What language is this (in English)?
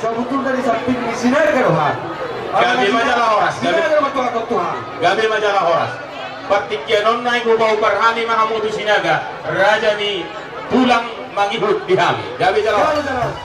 Batak Toba